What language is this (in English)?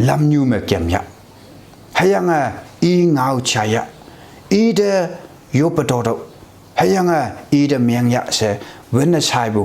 Konyak Naga